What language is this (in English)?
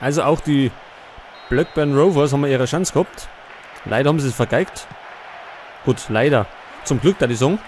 Bavarian